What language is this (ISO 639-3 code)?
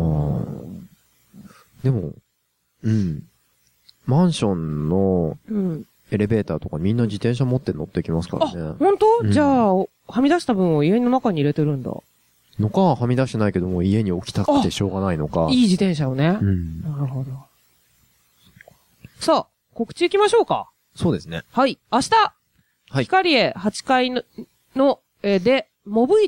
jpn